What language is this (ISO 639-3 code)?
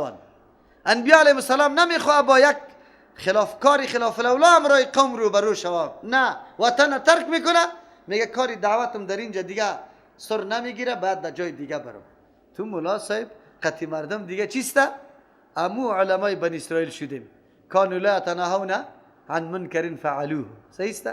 fas